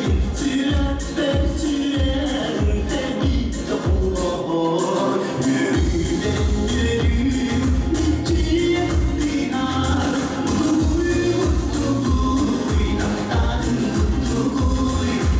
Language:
Yakut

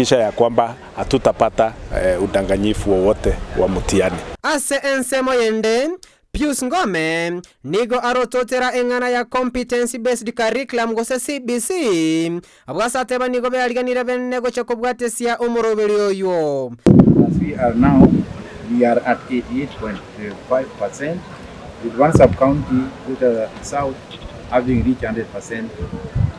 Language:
Gusii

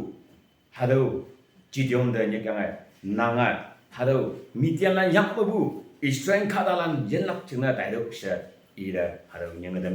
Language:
Konyak Naga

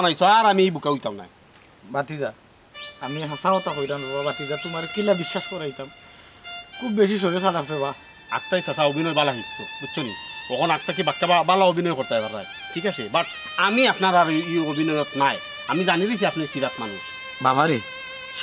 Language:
Sylheti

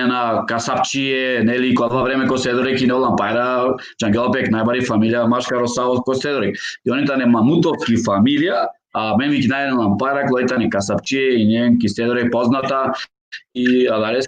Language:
Balkan Romani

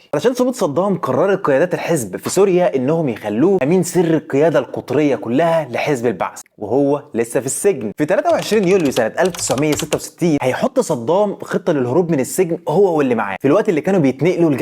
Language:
Egyptian Arabic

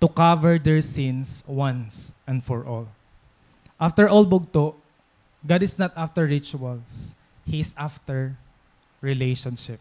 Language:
Waray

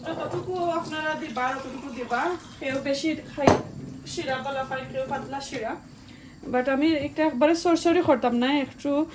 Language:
Sylheti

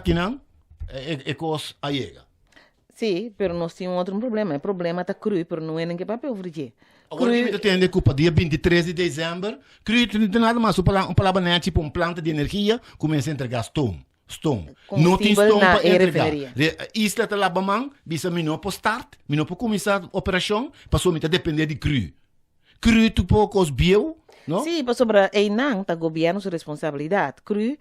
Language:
Papiamento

